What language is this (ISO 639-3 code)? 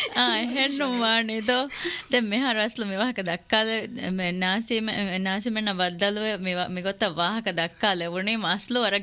div